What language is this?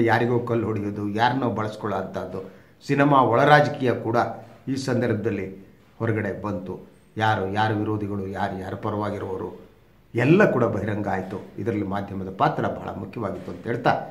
Kannada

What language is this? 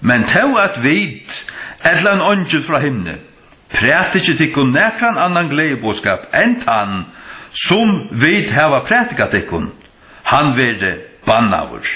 Faroese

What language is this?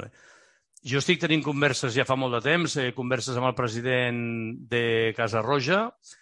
Catalan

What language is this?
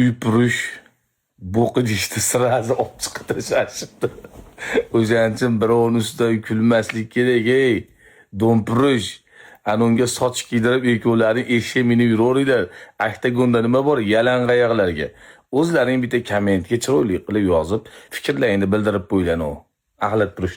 Uzbek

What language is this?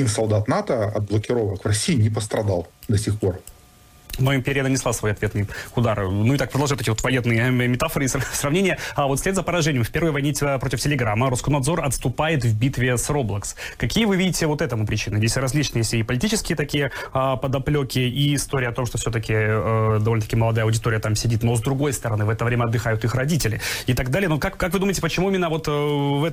Russian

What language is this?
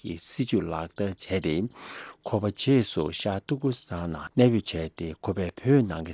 Tibetan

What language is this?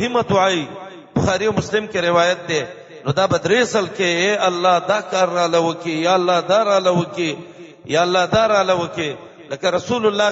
Pashto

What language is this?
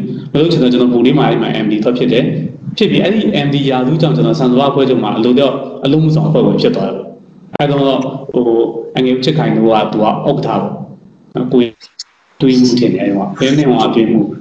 Burmese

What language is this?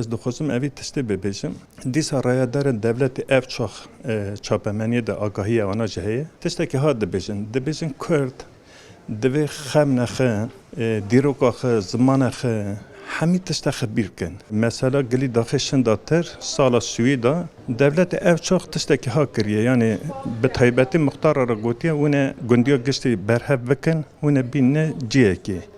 Kurdish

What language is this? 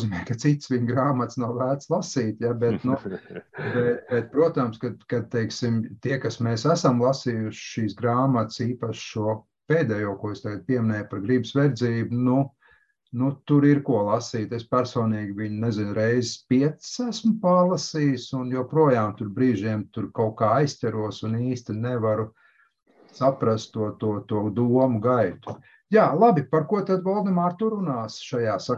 Latvian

